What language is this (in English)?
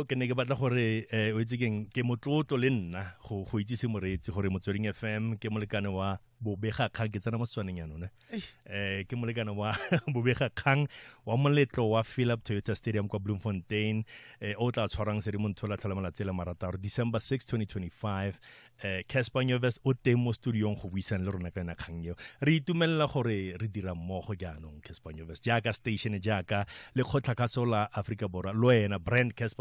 Tswana